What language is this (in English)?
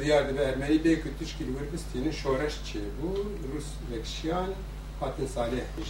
Kurdish